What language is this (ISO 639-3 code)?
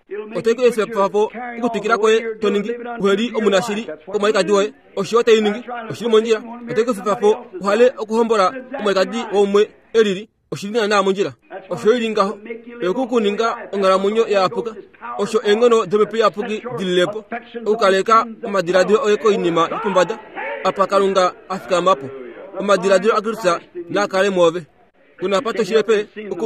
kua